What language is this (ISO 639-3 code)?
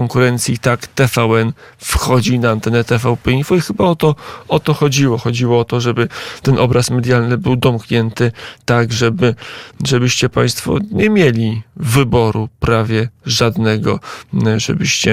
pol